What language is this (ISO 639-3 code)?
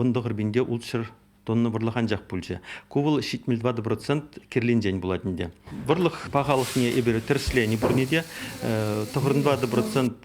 chv